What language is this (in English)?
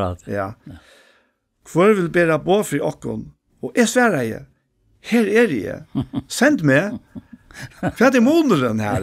Faroese